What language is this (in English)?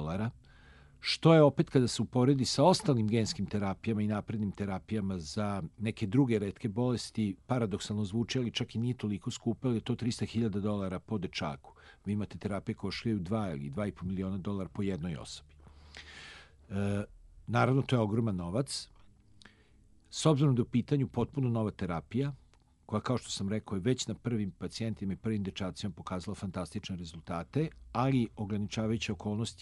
Serbian